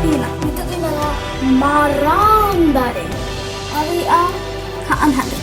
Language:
Santali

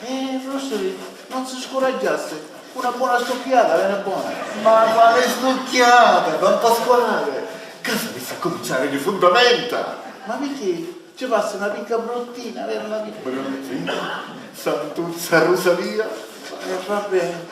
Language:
Sicilian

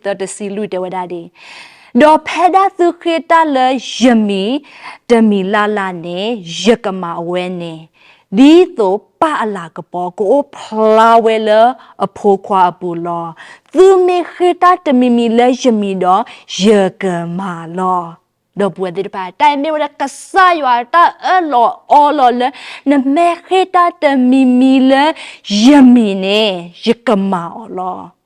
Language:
S'gaw Karen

